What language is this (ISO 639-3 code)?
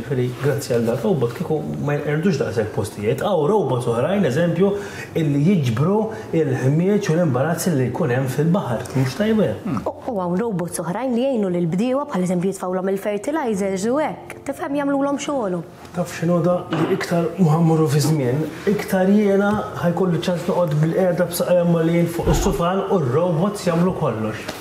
mlt